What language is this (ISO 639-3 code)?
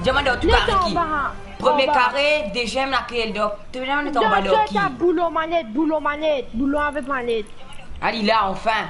mfe